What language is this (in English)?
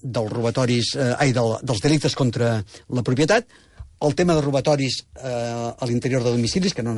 Catalan